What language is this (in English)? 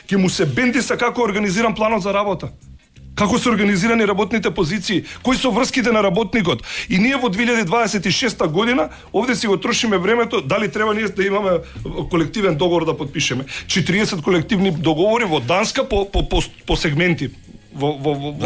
Macedonian